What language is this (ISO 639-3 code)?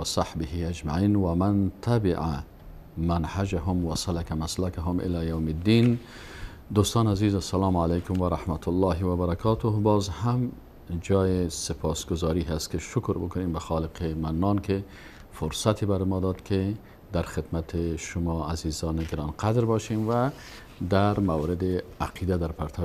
fas